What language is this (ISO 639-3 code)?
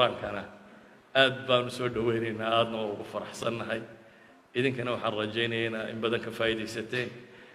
som